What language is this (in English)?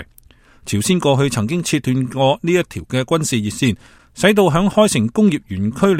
Cantonese